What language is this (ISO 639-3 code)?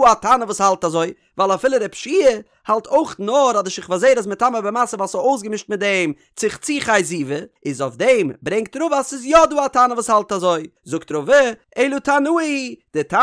yid